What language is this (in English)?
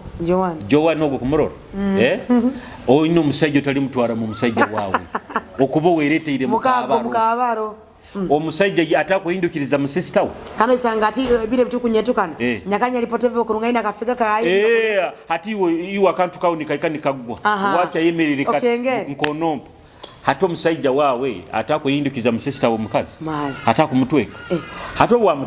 Nyoro